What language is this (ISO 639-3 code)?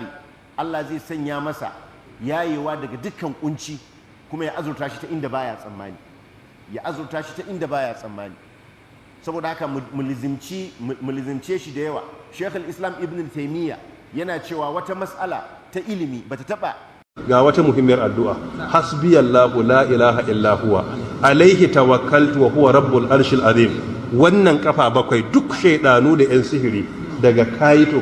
hau